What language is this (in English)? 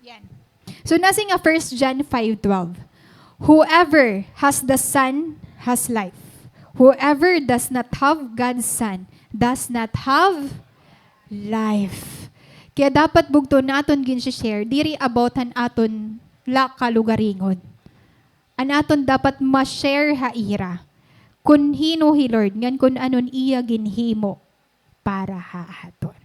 Waray